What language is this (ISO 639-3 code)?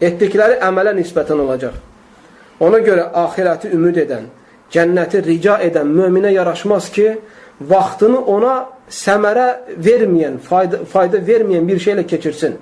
aze